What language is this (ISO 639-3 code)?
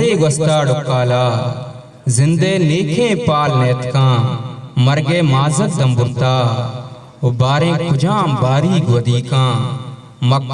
bgp